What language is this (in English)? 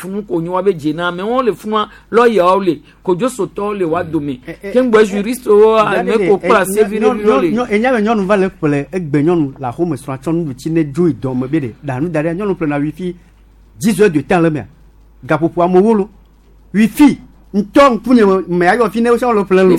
Gen